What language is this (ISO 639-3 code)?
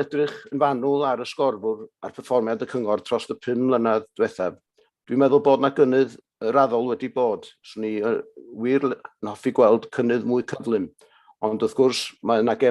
cym